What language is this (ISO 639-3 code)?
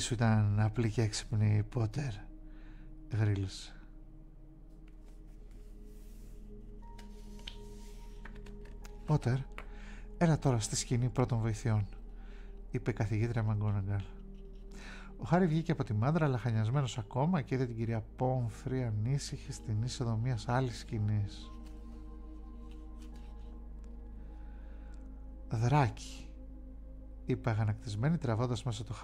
ell